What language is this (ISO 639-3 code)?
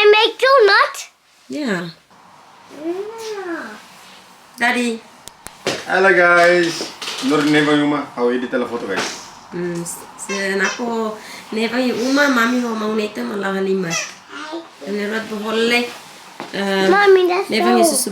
tet